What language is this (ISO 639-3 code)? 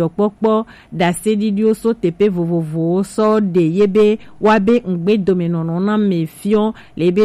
gej